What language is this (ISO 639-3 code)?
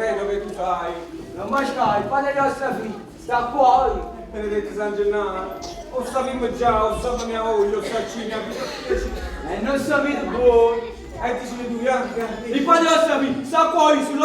nap